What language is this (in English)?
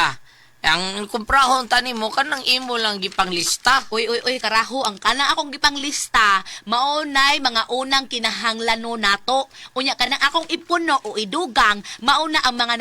Cebuano